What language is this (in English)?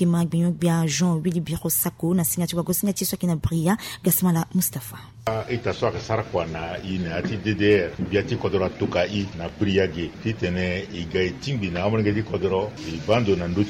Sango